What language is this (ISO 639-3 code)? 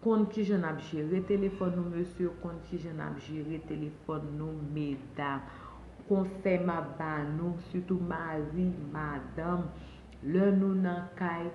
hat